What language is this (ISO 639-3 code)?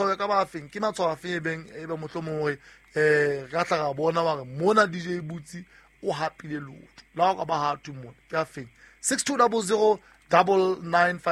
sot